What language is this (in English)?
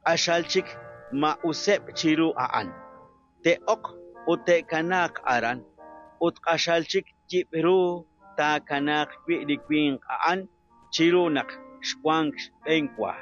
Kekchí